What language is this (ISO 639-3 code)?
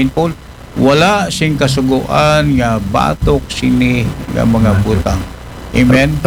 akl